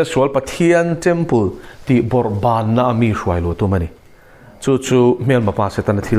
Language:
Mizo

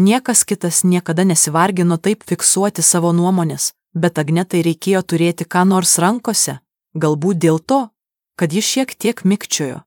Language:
Lithuanian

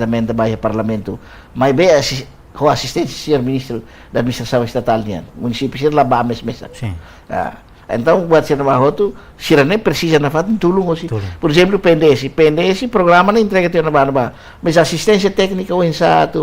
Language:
Tetum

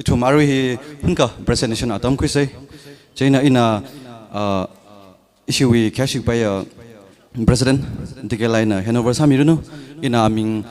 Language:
Tangkhul Naga (India)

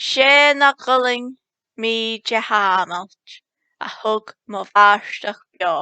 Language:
Scottish Gaelic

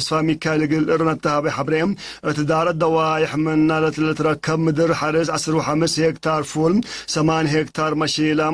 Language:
Tigre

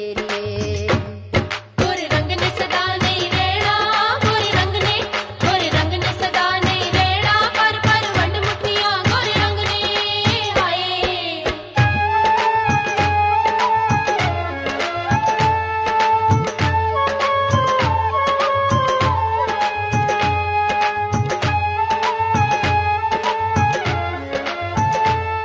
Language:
Punjabi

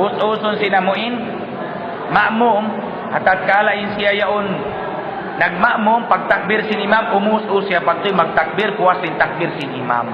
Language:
Tausug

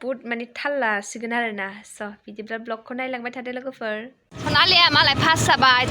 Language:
Bodo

